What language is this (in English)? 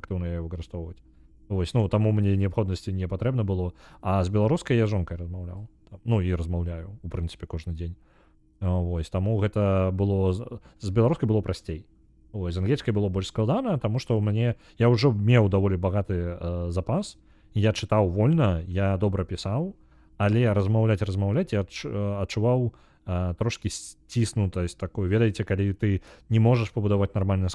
Belarusian